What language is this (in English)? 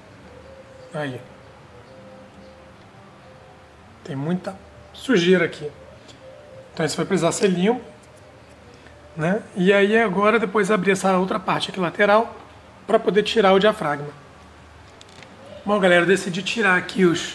Portuguese